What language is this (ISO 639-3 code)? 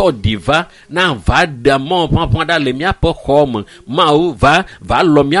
ewe